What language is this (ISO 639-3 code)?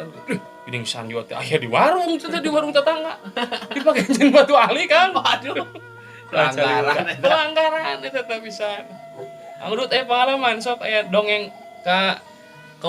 sun